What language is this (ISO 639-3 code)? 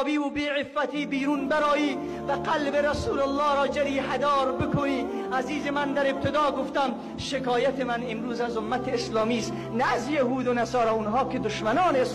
tgk